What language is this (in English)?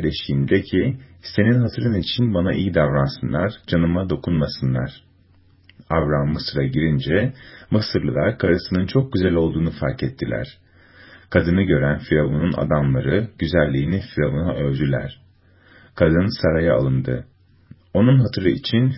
Turkish